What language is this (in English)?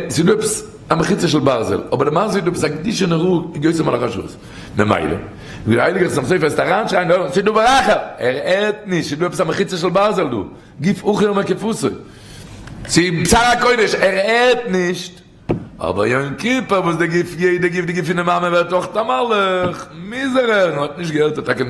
Yiddish